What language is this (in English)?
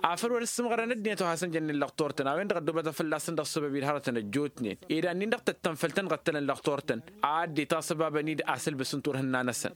Tamasheq